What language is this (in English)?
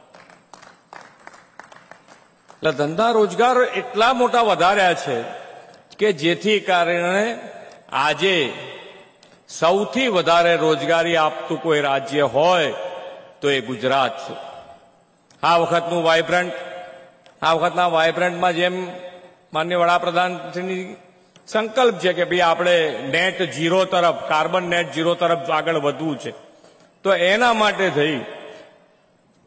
Gujarati